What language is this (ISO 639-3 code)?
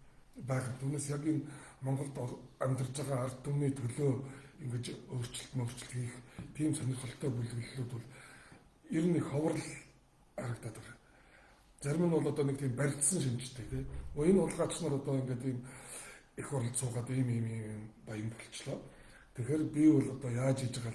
mon